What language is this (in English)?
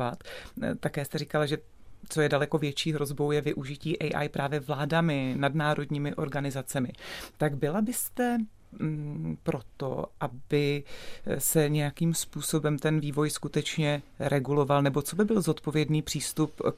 Czech